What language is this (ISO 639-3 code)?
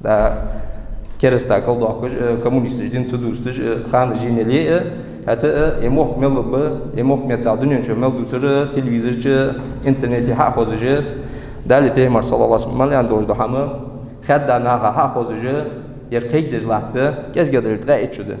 inh